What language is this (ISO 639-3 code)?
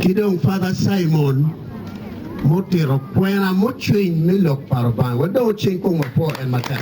ach